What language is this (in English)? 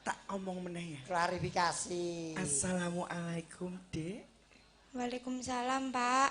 Javanese